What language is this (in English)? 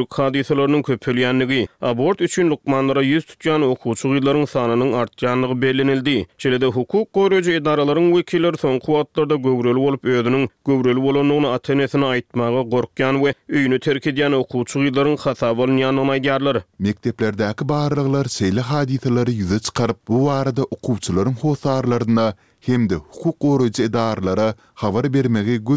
Turkmen